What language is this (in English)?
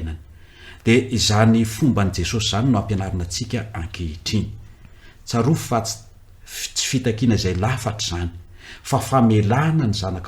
Malagasy